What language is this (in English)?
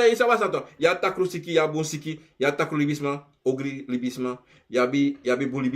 Sranan Tongo